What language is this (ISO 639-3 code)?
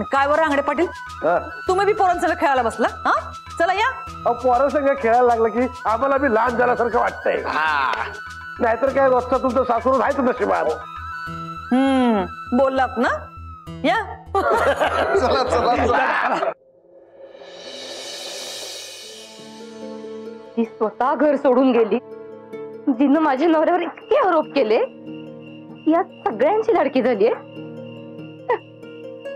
mar